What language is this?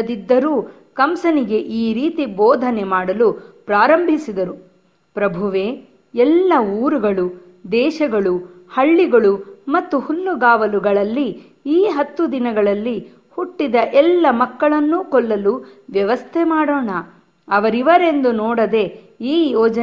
Kannada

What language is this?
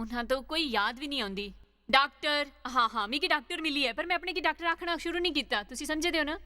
Dogri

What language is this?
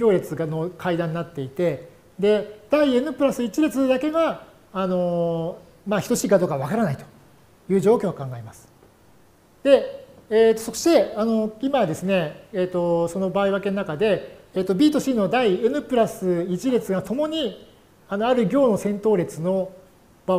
Japanese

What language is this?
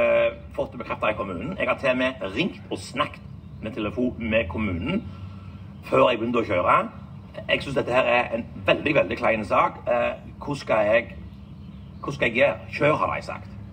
Norwegian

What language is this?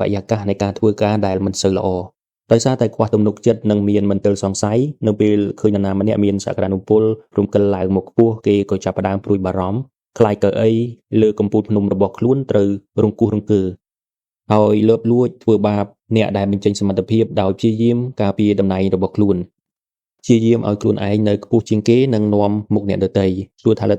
Khmer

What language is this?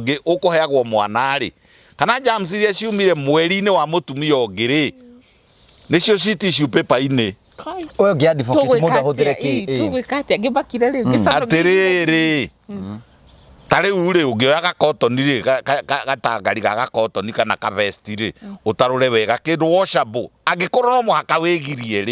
Kikuyu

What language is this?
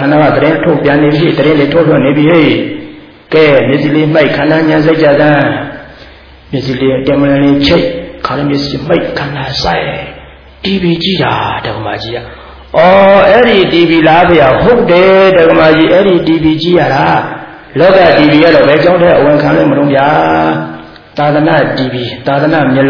Burmese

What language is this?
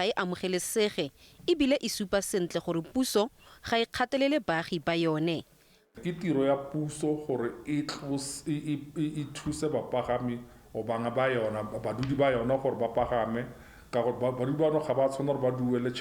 Tswana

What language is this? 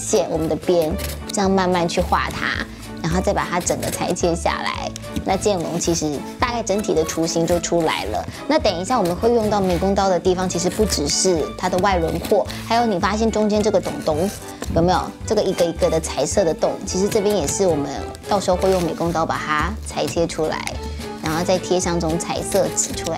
Chinese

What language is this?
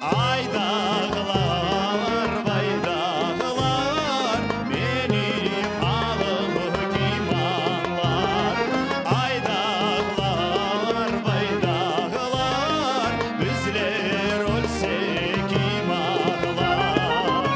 Crimean Tatar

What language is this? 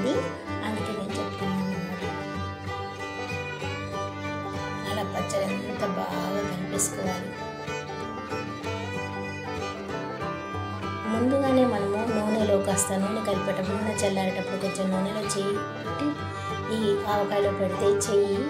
Telugu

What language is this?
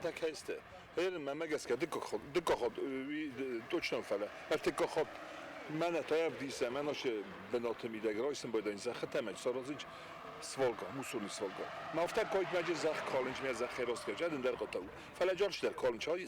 Ossetic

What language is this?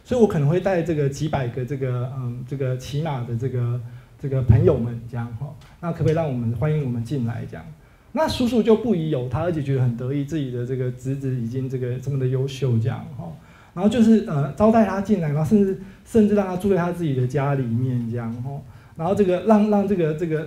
Chinese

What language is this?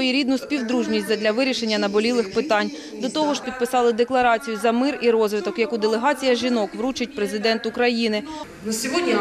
Ukrainian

